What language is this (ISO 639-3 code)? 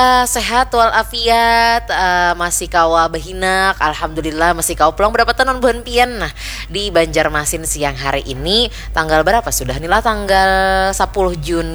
bjn